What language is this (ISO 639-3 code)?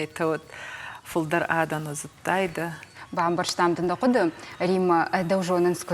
oss